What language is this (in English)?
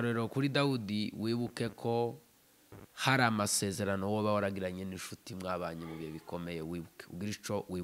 Rundi